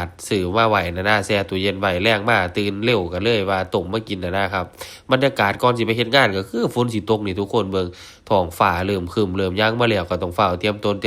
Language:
Northeastern Thai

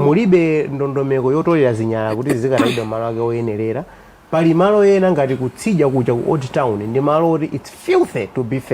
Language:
Nyanja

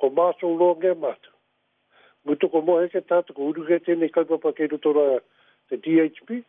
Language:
Māori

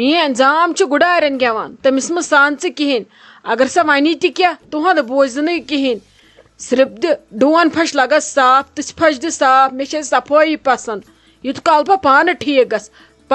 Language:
Kashmiri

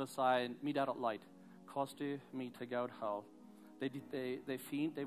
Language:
Plautdietsch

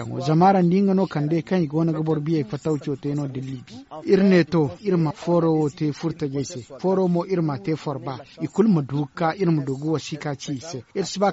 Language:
Zarma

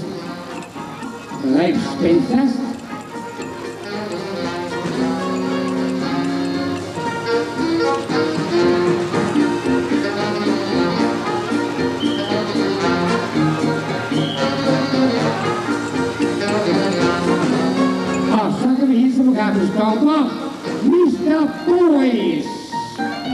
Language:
Danish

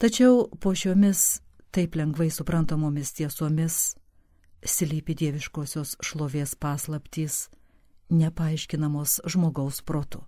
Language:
Lithuanian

